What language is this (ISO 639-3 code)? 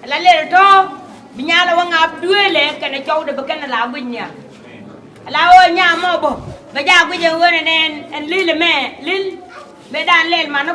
nus